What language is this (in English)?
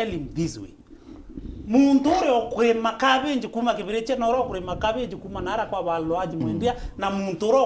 Meru